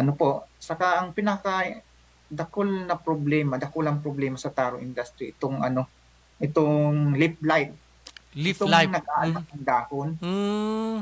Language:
Bikol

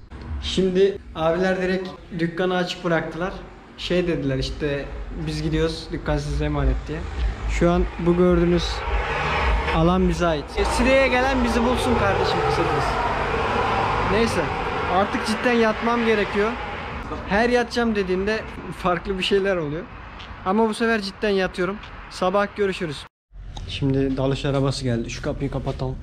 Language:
Turkish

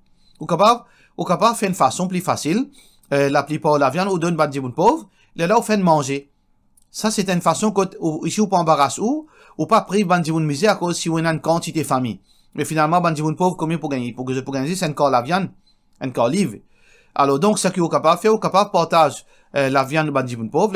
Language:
Morisyen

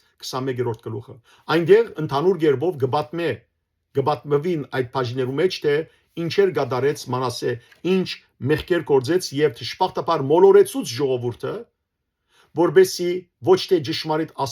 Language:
Western Armenian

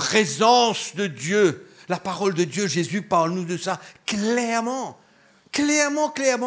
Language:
Morisyen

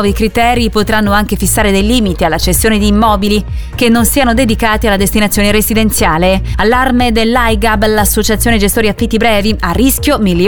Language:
Italian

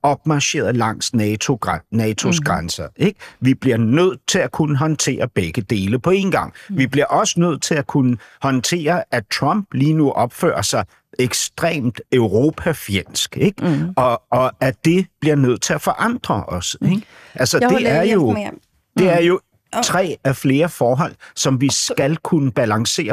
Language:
Danish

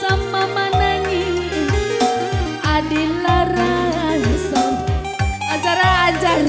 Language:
Batak Karo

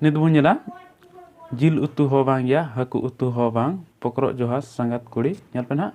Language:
Santali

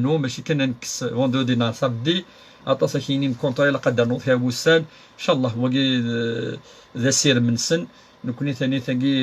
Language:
Kabyle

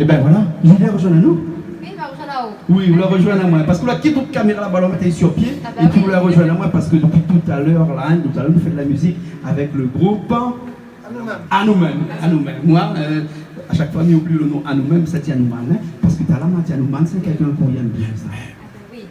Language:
Réunion Creole French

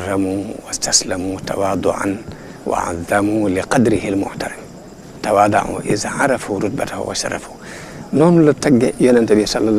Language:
Wolof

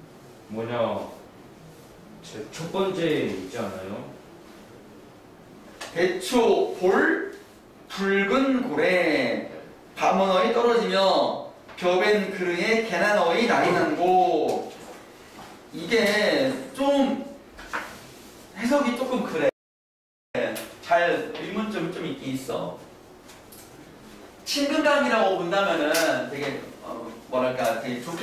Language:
Korean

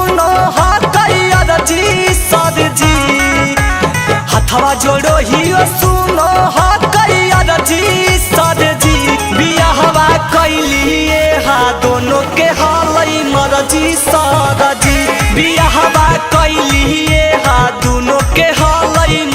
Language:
Magahi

